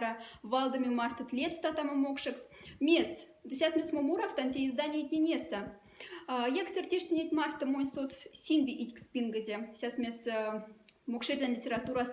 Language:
Moksha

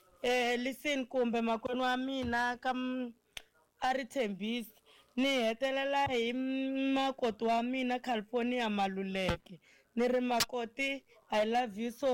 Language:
Tsonga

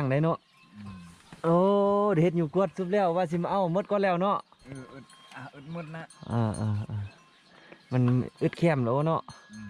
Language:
Lao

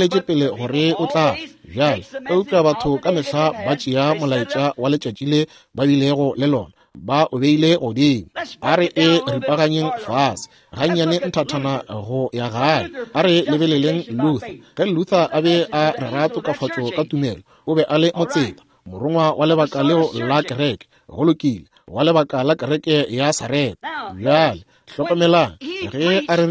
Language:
Northern Sotho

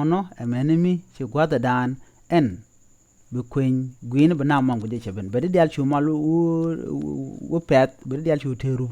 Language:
Nuer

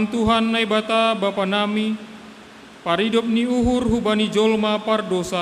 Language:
Batak Simalungun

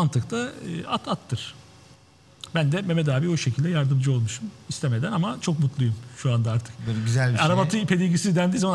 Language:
Turkish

